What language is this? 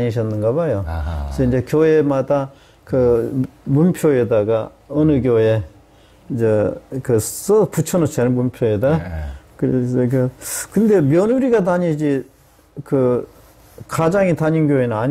Korean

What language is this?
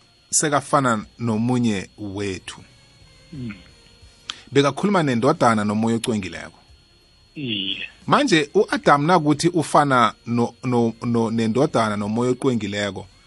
South Ndebele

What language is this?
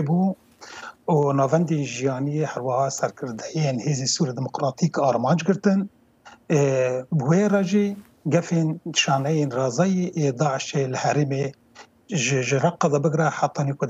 Kurdish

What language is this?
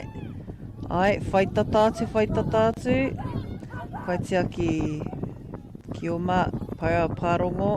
Māori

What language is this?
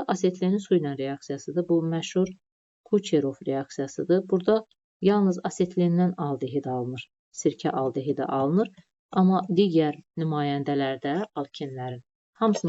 Azerbaijani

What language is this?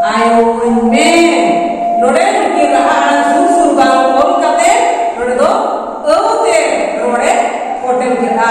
Santali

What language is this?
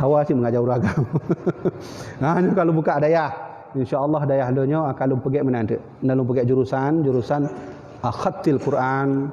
Achinese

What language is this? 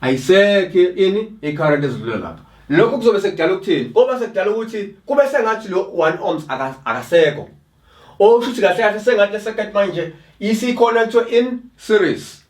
Zulu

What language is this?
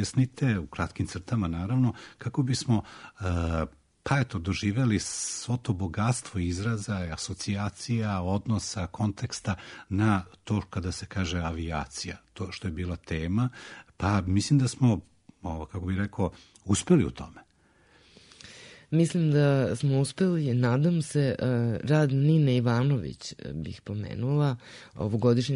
Serbian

